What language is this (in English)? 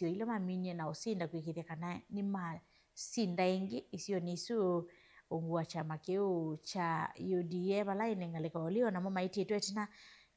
Kamba